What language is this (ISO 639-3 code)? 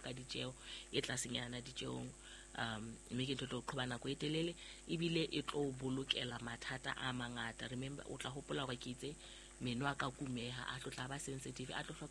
sot